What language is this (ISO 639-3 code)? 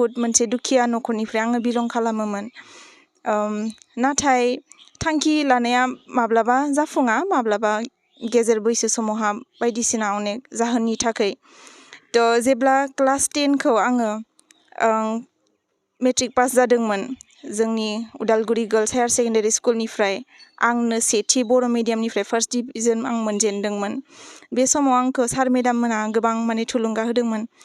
brx